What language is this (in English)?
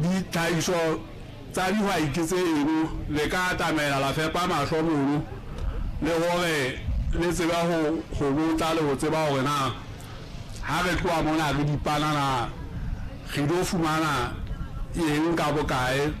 Southern Sotho